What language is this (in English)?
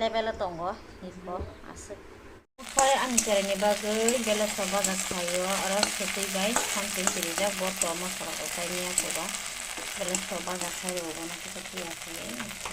Kok Borok